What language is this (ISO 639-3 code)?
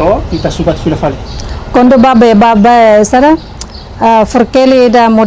tet